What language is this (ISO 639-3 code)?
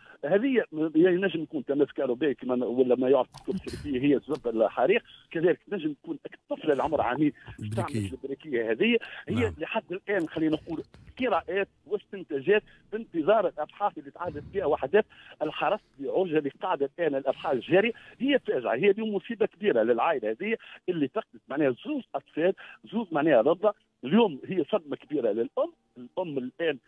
aeb